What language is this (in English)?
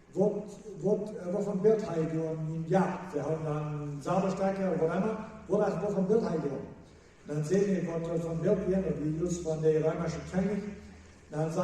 Plautdietsch